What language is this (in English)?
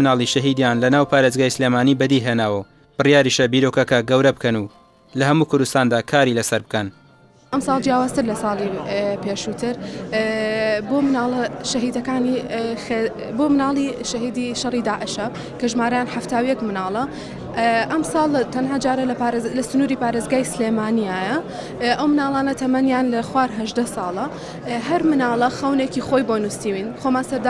Central Kurdish